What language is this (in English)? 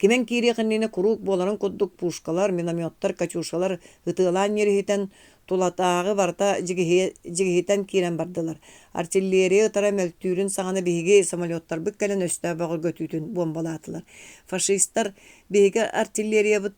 Yakut